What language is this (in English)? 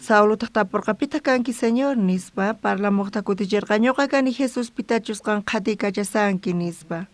South Bolivian Quechua